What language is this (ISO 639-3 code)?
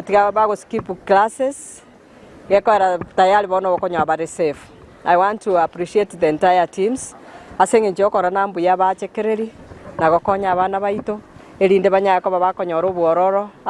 guz